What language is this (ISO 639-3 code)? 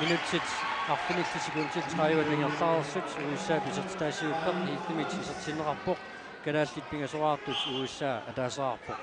kal